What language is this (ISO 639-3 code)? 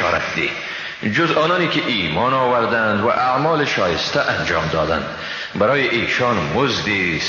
fas